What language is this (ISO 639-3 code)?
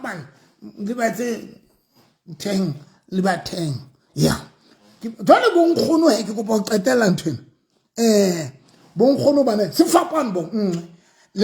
sot